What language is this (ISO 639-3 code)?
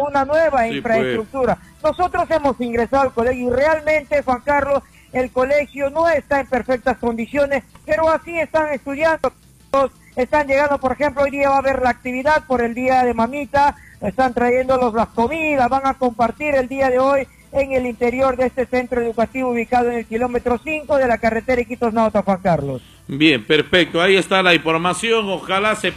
spa